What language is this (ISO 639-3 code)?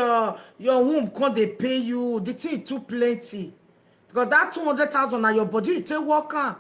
pcm